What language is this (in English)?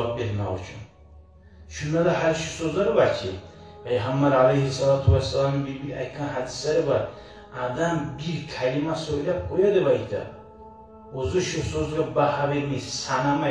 Kumyk